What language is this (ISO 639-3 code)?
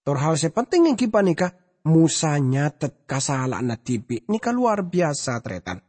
mad